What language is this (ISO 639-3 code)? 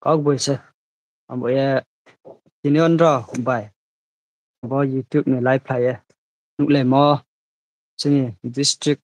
ria